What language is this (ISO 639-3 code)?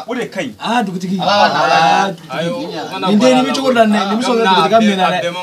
bam